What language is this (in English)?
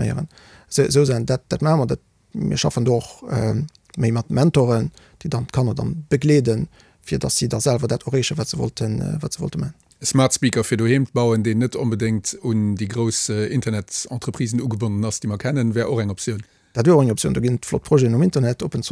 Luxembourgish